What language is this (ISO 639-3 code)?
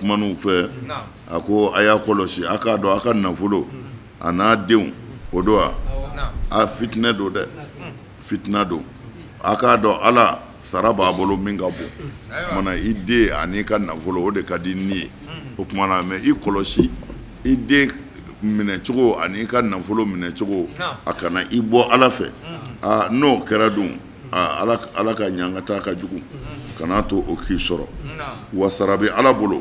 bam